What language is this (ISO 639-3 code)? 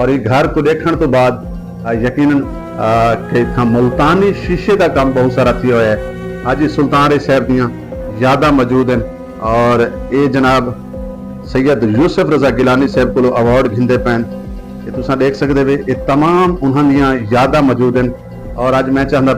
skr